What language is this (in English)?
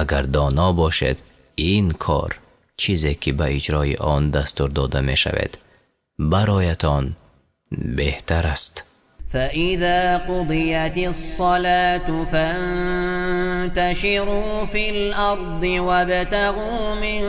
Tajik